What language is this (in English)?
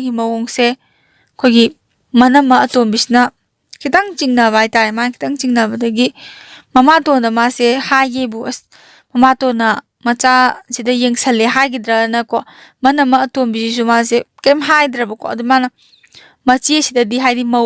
Manipuri